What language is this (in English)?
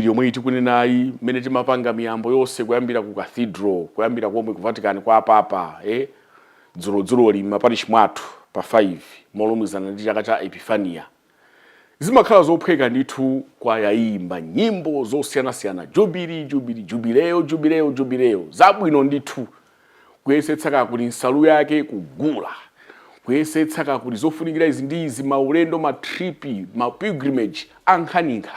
Nyanja